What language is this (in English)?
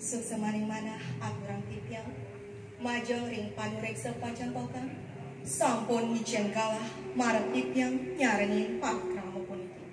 Balinese